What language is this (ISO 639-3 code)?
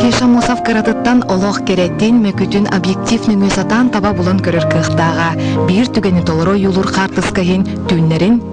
sah